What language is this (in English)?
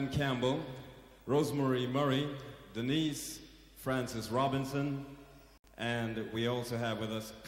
Jamaican Creole English